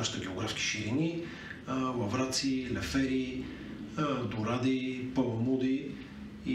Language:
Bulgarian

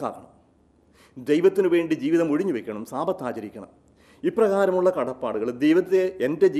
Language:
Malayalam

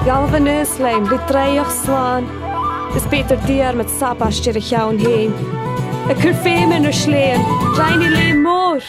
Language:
Scottish Gaelic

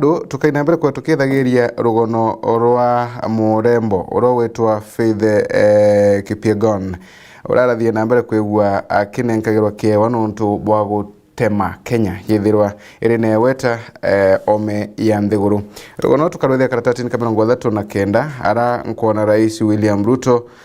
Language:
Meru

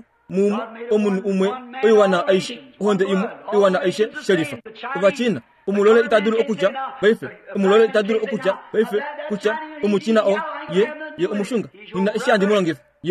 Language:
Kuanyama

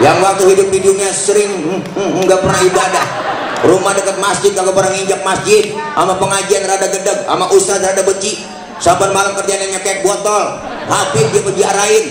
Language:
Betawi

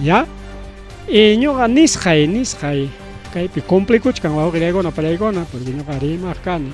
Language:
Ayacucho Quechua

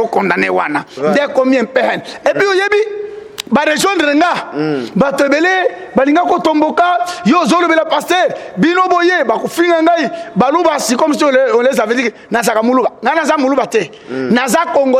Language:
Lingala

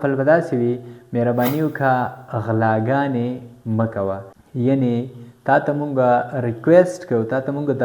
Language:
Pashto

